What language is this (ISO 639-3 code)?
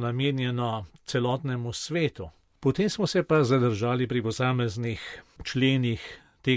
slv